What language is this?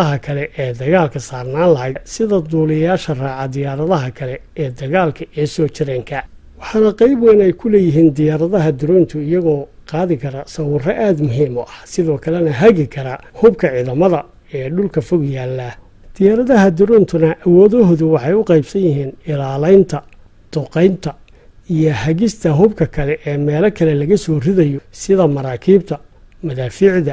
Somali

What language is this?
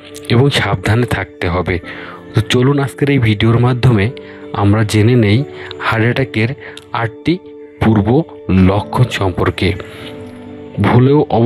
Bangla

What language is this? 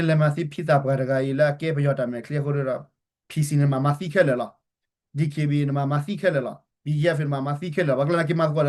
S'gaw Karen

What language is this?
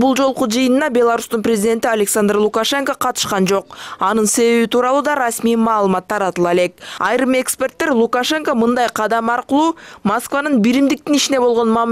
Kyrgyz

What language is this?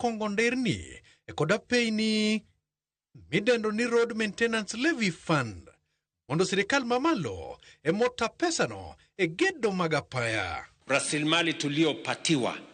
Luo (Kenya and Tanzania)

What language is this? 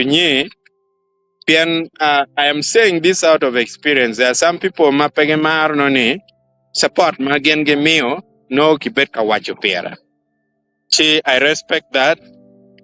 Acoli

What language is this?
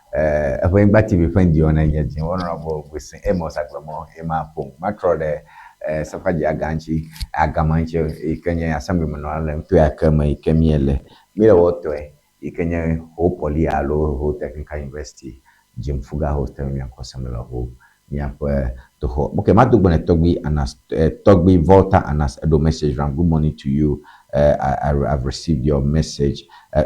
Ewe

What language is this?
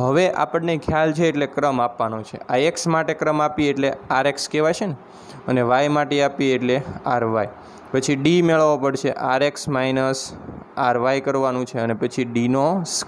Gujarati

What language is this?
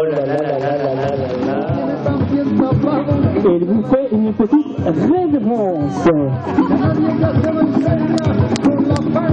French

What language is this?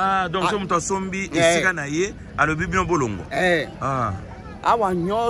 Lingala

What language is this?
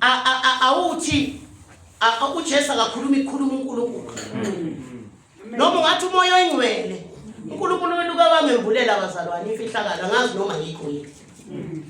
Zulu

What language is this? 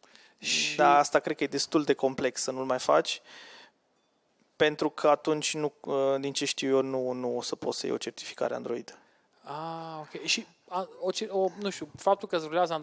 Romanian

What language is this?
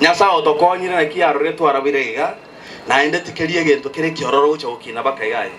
Gusii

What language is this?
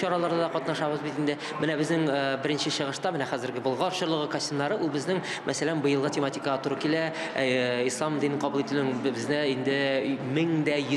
Tatar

